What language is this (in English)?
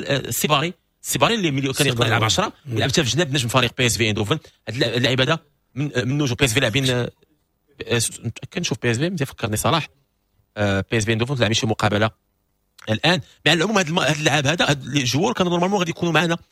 Moroccan Arabic